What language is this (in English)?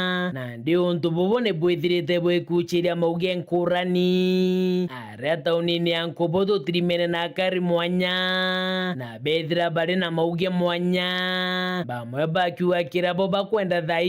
Meru